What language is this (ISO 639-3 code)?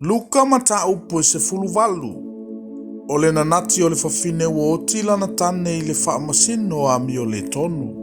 smo